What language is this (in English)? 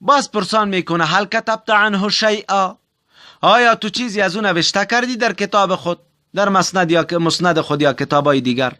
Tajik